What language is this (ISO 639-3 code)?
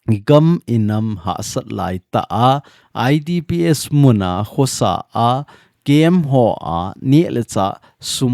tcz